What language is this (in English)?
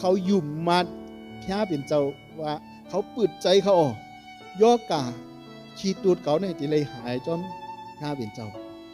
Shan